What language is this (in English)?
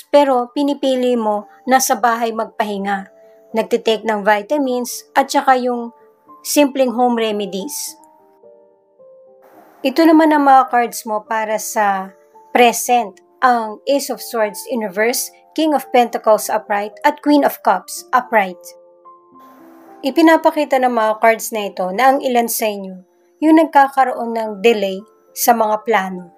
Filipino